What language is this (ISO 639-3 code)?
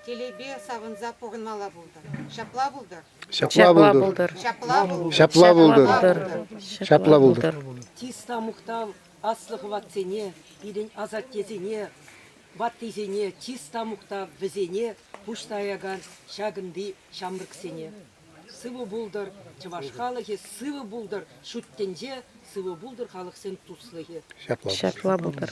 chv